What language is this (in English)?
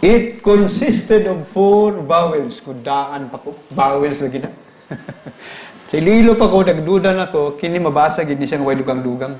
Cebuano